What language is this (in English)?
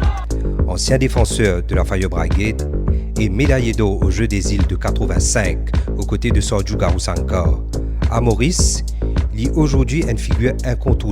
Morisyen